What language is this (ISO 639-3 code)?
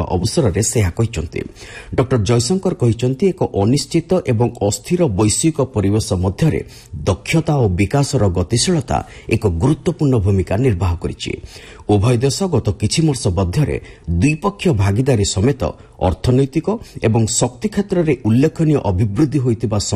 ori